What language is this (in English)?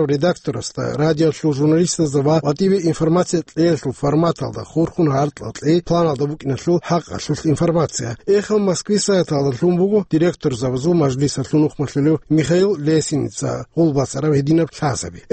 Avaric